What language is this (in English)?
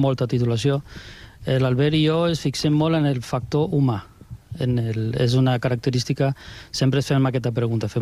Catalan